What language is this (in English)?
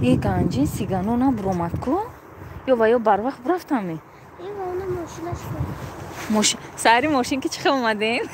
Tajik